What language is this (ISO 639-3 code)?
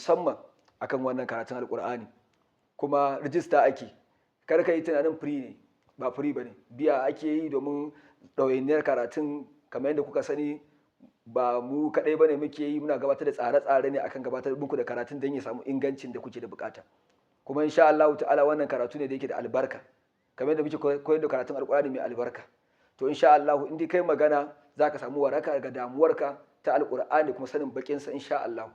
hau